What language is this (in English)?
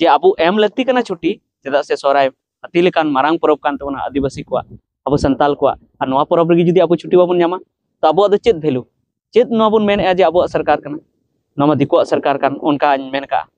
Santali